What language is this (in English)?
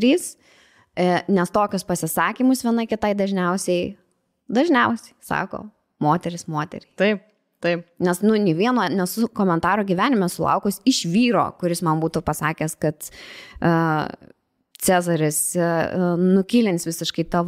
Lithuanian